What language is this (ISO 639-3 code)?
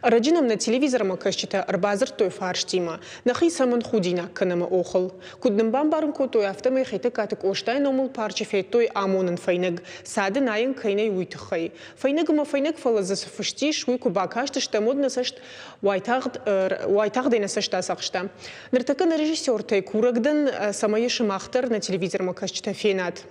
oss